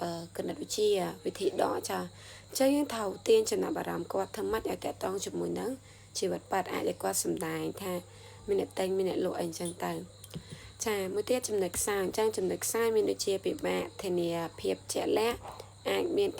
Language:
Khmer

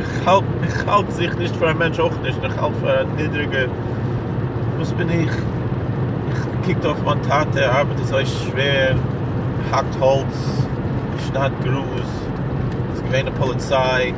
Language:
Yiddish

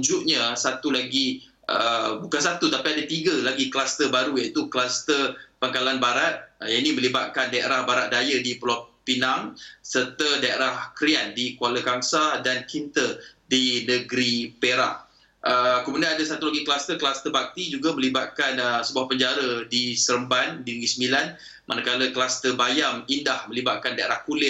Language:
Malay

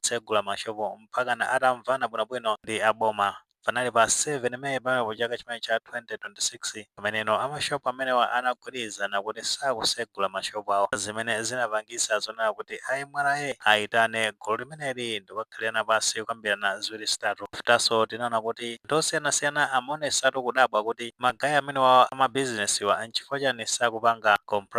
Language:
Nyanja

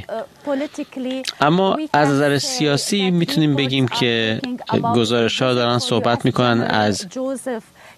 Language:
Persian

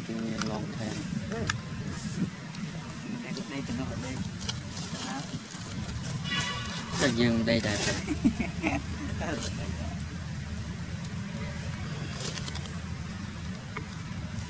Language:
Vietnamese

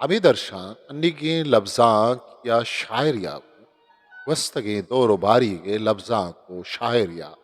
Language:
Eastern Balochi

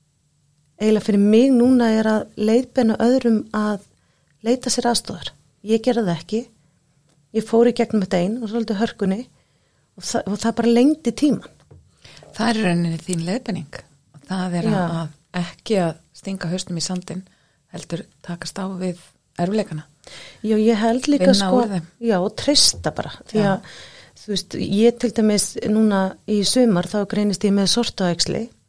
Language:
Icelandic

